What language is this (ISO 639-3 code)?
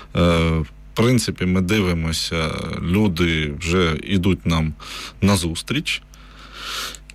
ukr